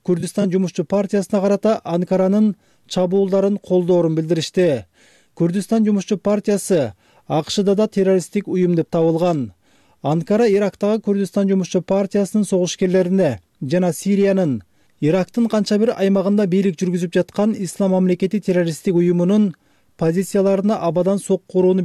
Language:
Kyrgyz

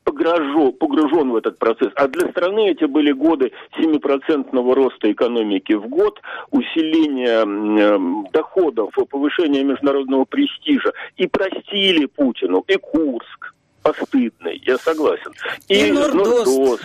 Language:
Russian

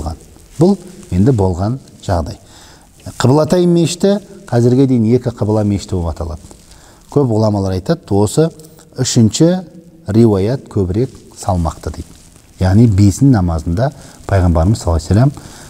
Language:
Kazakh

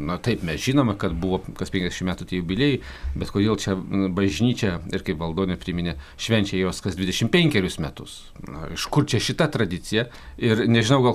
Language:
Lithuanian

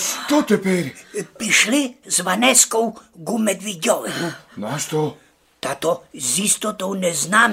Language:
Rusyn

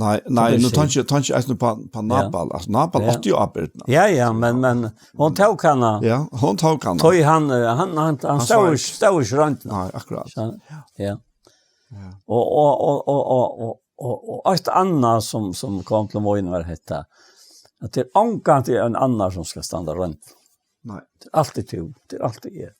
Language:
Faroese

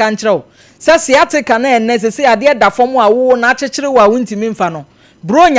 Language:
Akan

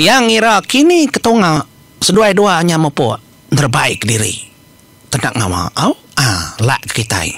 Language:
Iban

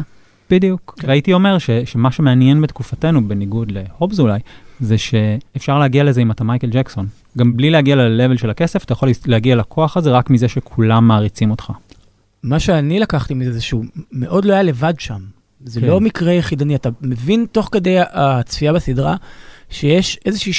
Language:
Hebrew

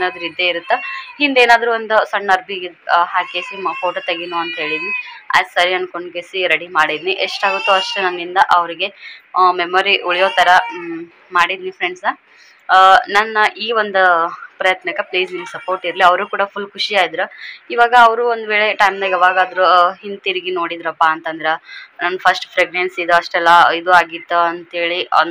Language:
Kannada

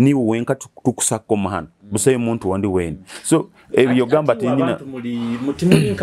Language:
Nyoro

